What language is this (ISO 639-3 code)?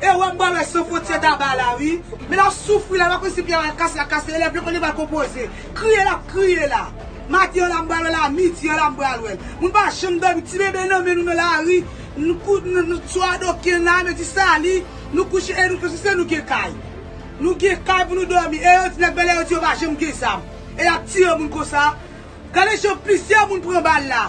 hat